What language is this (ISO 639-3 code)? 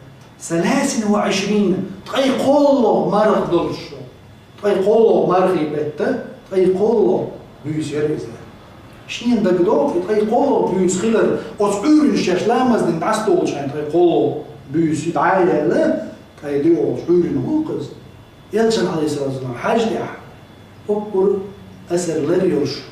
che